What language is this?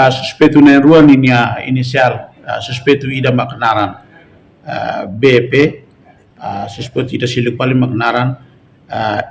Tetum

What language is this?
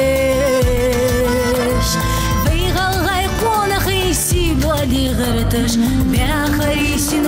Ingush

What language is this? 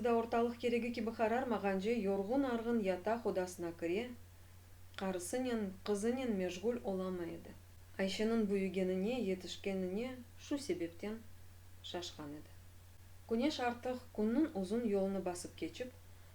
Crimean Tatar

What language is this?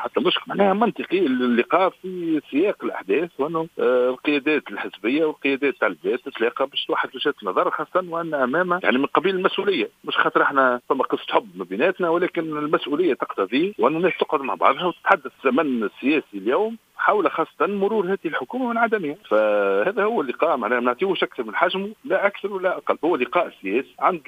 Tunisian Arabic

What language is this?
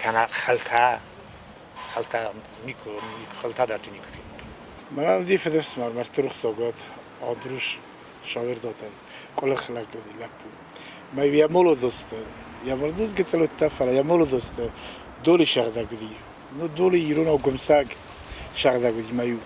Ossetic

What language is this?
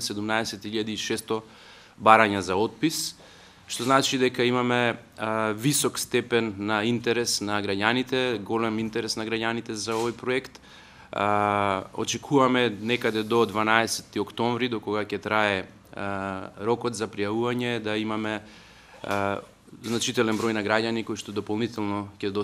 Macedonian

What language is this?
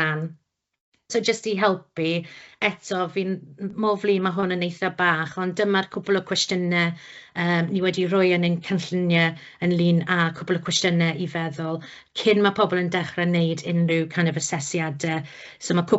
Welsh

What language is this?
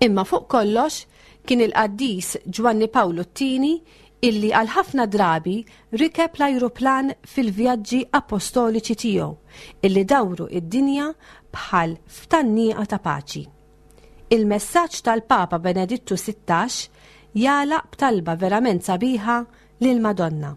Maltese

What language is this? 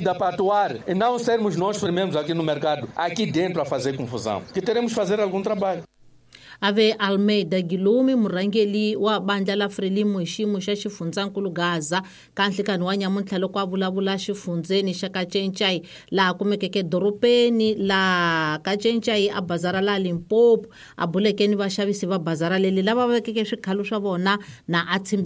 Tsonga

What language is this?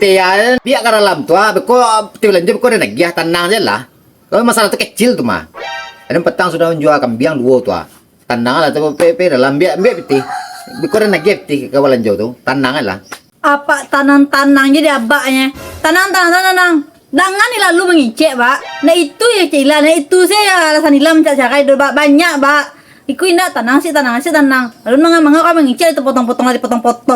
Minangkabau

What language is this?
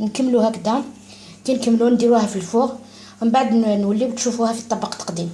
Algerian Arabic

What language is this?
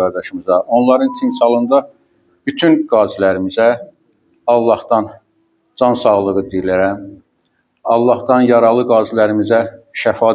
Azerbaijani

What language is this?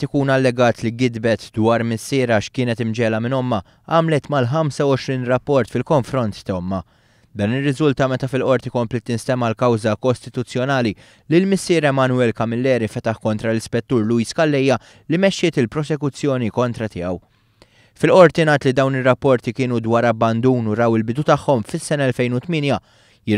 Maltese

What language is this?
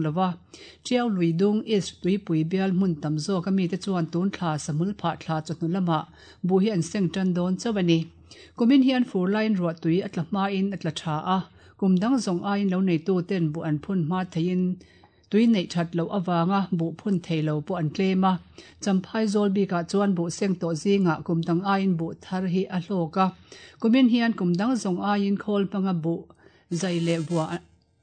Mizo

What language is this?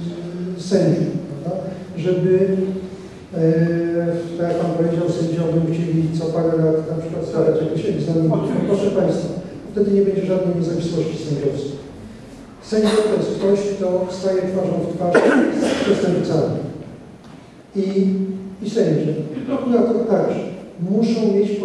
Polish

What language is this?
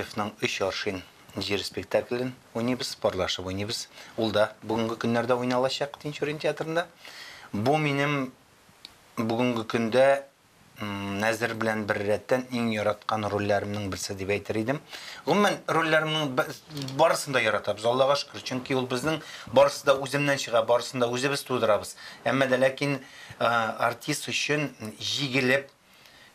Tatar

